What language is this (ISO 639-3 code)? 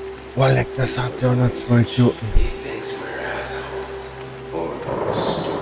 bar